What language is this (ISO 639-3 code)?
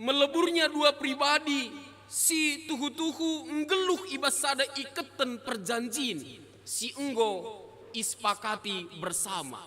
btx